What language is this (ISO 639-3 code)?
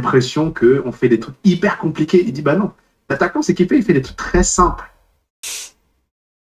fra